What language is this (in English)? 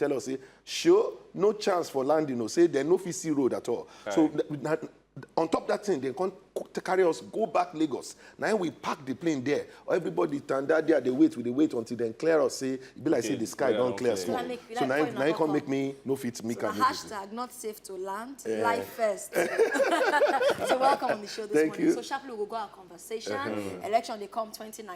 Nigerian Pidgin